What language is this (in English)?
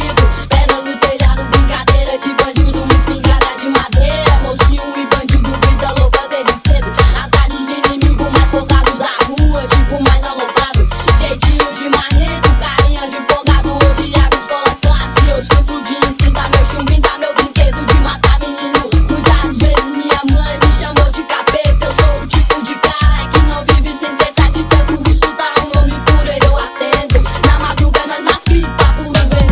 Portuguese